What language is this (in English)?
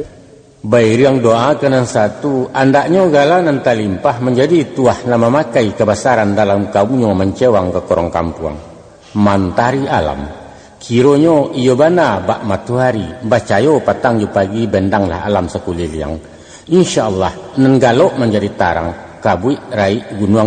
Minangkabau